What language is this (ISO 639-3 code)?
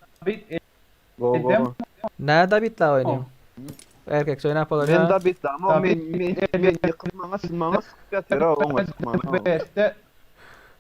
tuk